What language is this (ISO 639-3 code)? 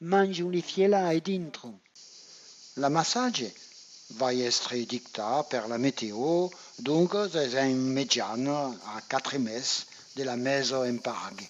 oci